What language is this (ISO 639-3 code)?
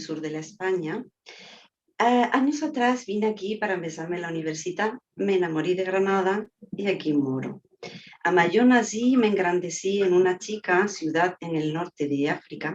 lad